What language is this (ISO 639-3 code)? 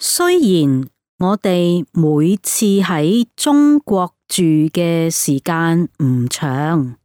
yue